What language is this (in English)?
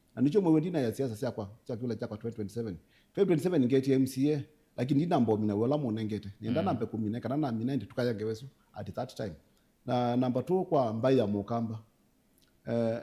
Kamba